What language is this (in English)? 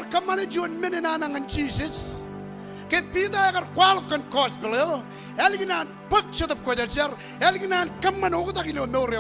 Marshallese